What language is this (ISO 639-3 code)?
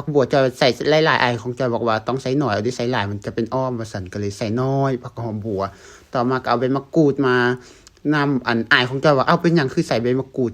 lao